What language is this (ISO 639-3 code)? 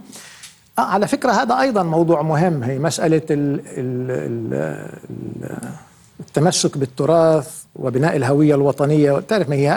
ara